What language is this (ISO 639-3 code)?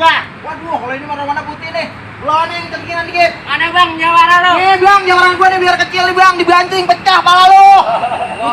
bew